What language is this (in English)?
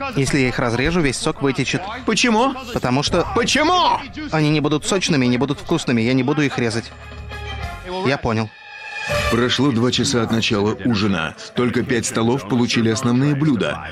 Russian